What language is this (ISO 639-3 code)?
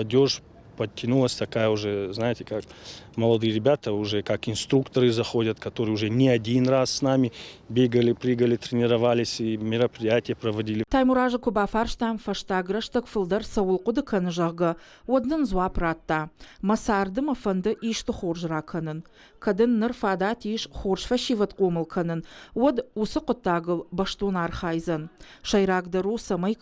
oss